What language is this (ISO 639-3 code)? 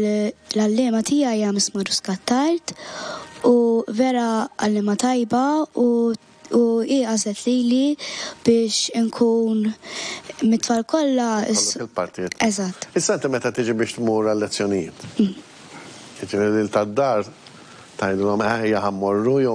mlt